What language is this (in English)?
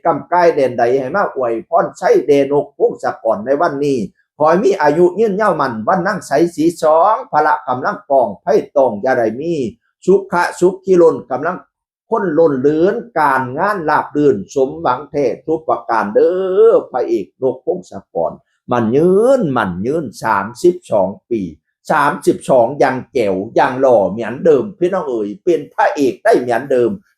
Northeastern Thai